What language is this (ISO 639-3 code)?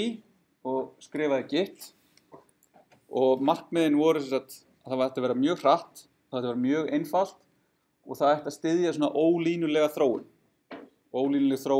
isl